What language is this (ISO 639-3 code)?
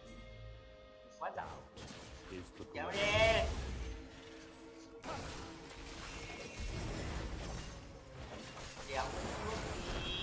vie